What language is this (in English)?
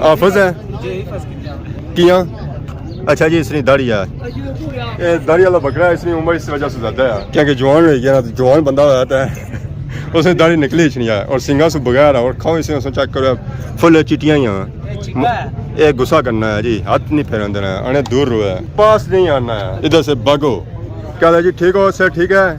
Pahari-Potwari